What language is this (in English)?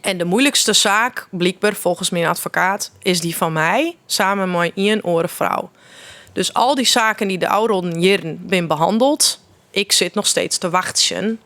Western Frisian